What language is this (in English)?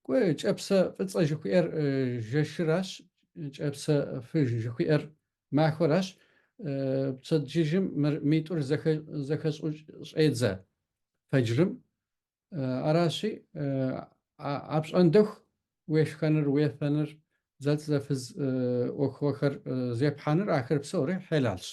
Kabardian